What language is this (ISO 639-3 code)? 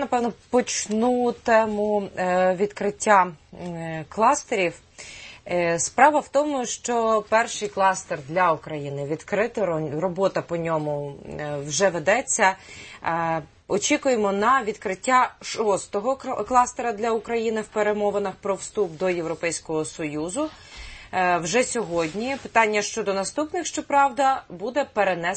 ukr